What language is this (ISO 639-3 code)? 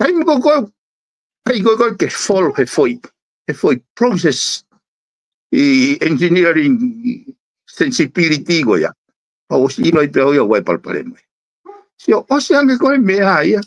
ton